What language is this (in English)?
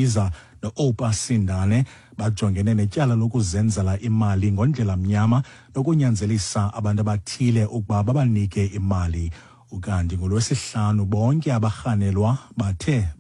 Xhosa